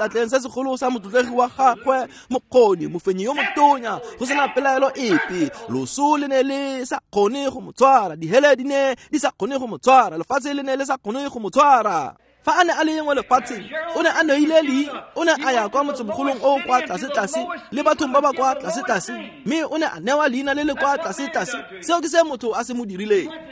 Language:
Tswana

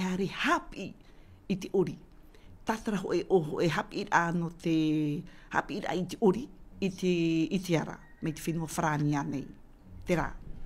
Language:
Tahitian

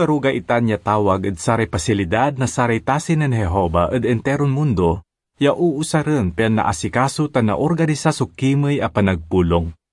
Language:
Pangasinan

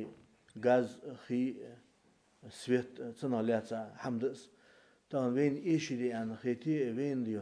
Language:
Ingush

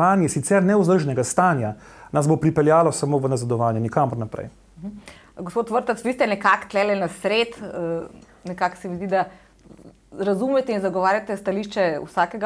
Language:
Slovenian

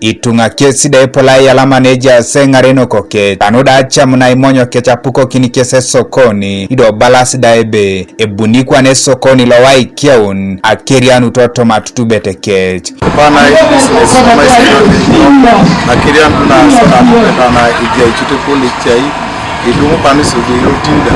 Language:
Teso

